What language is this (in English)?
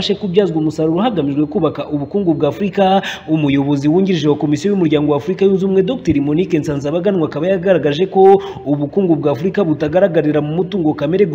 Kinyarwanda